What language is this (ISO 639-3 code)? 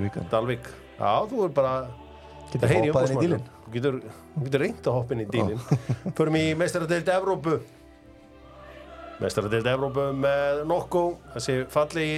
isl